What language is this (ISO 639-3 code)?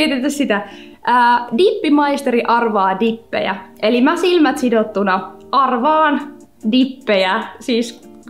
fin